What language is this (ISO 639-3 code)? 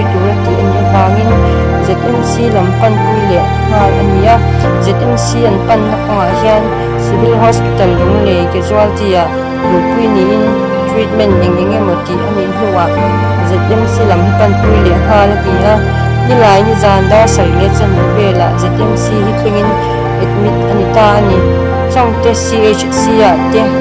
lus